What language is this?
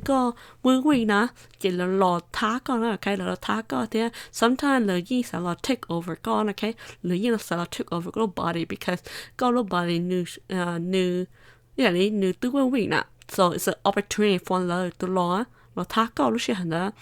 Hmong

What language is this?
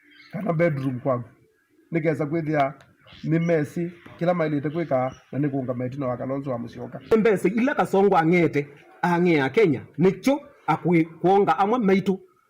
Kamba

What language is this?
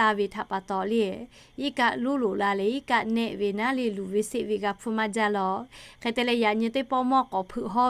Lahu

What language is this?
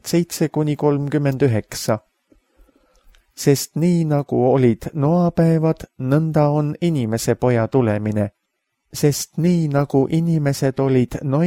Estonian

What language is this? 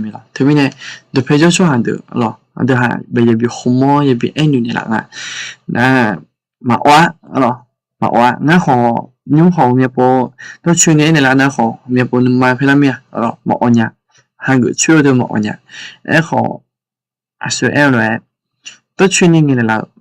Akha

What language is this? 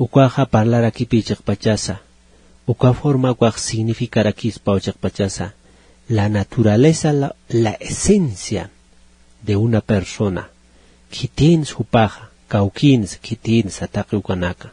Aymara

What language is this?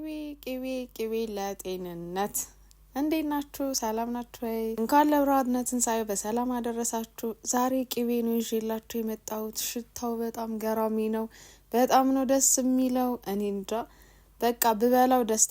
Amharic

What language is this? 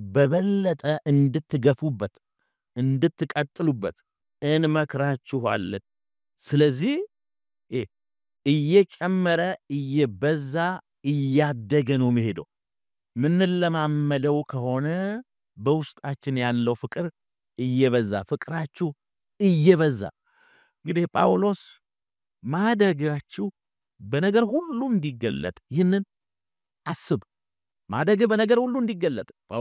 Amharic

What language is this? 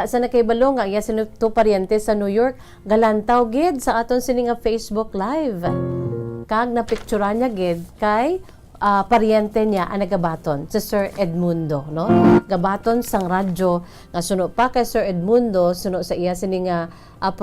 Hiligaynon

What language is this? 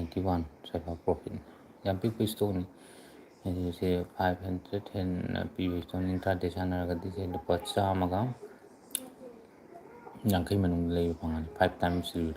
Manipuri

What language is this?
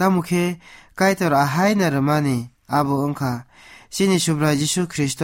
Kok Borok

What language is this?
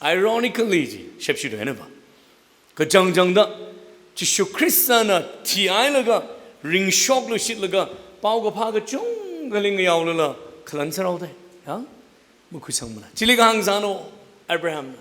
Tangkhul Naga (India)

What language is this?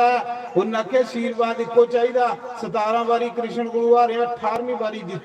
Dogri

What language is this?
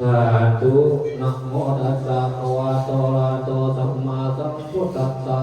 Pali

